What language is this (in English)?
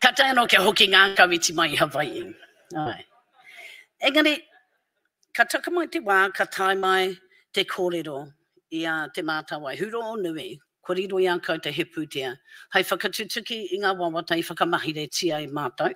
Māori